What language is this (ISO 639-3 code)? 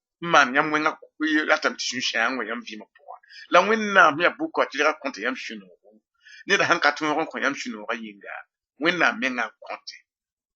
mos